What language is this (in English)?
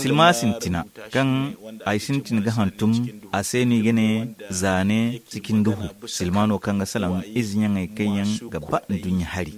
Zarma